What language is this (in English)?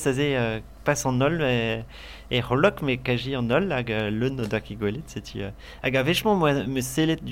Breton